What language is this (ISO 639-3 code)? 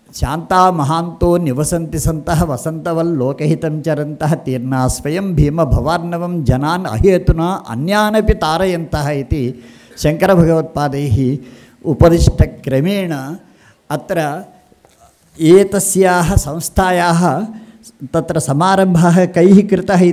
san